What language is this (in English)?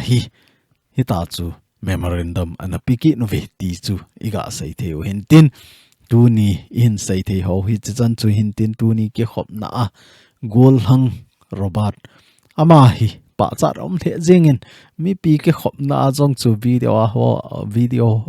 Thado Chin